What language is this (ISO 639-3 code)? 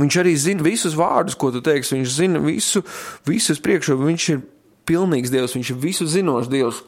lav